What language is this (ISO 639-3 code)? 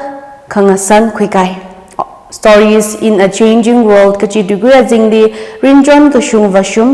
nmf